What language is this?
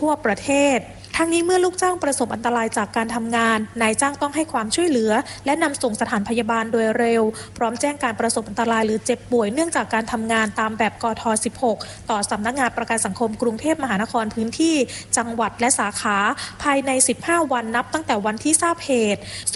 Thai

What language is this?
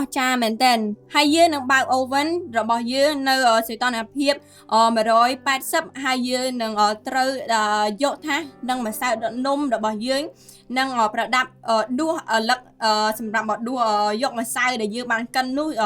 Khmer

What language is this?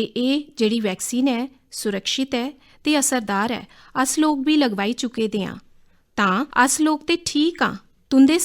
Dogri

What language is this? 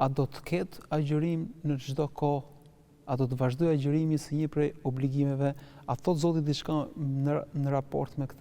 Albanian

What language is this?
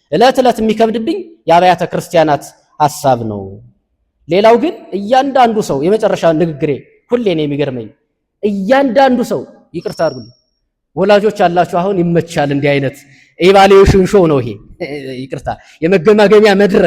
Amharic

